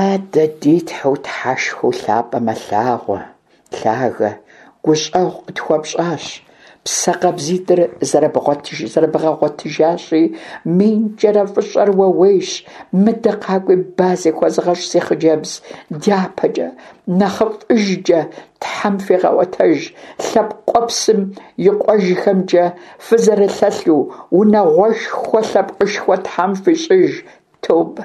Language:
Kabardian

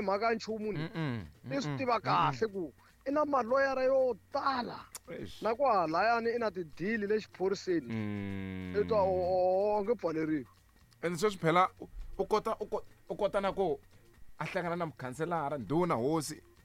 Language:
Tsonga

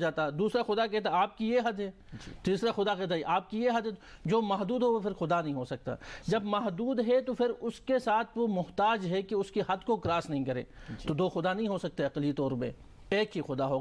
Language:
Urdu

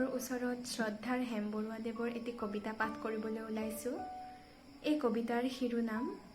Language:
Assamese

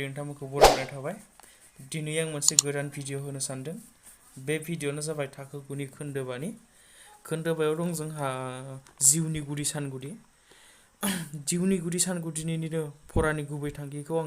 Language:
Bodo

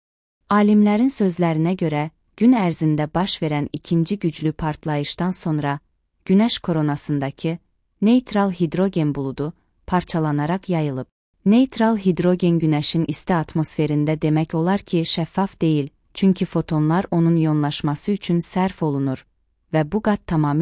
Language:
Azerbaijani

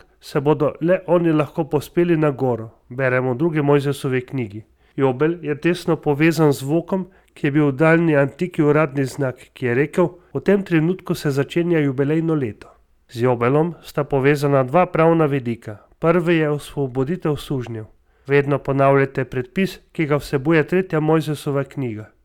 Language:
Slovenian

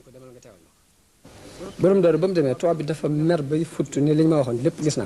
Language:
Wolof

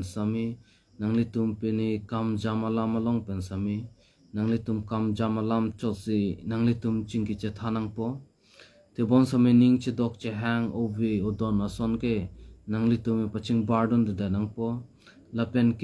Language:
Karbi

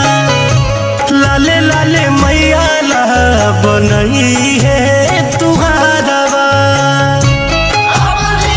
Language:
Bhojpuri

